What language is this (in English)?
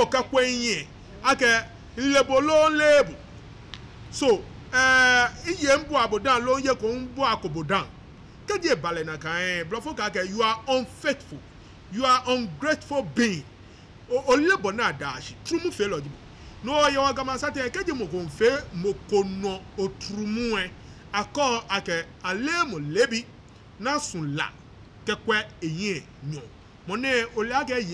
Ga